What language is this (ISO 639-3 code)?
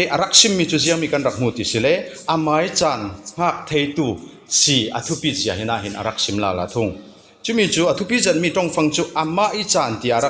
cfm